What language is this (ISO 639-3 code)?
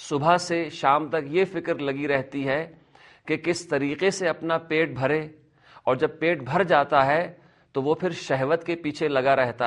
urd